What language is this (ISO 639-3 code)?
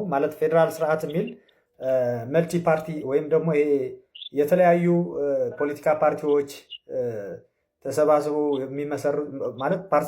amh